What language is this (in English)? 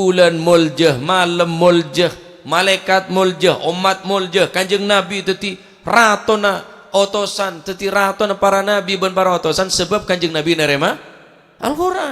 Madurese